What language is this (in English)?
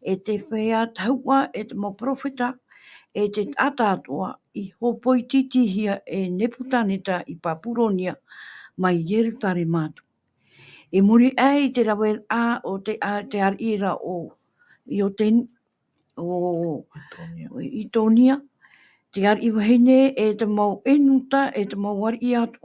Tahitian